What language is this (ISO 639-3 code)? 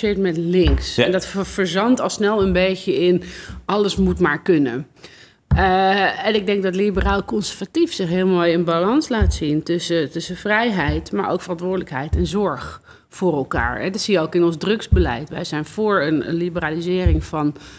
nld